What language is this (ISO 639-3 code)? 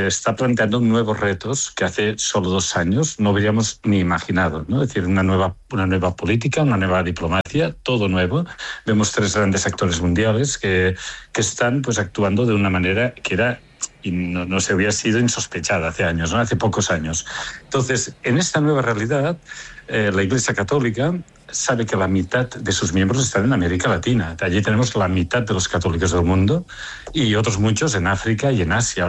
spa